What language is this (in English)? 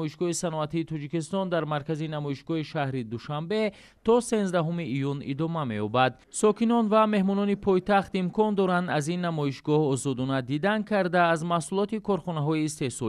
Tajik